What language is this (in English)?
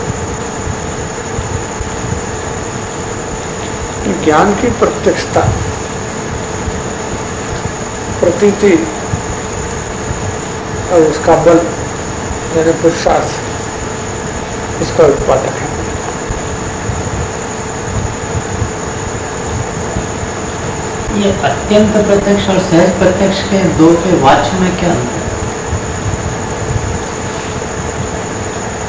Hindi